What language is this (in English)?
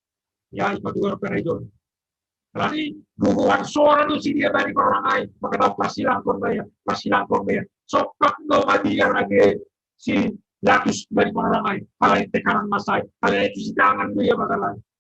Batak Simalungun